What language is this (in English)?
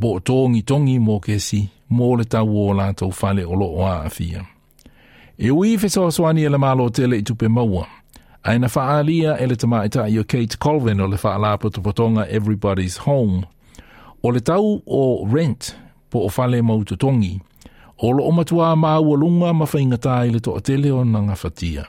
Samoan